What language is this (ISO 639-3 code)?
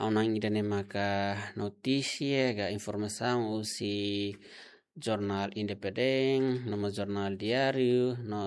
tet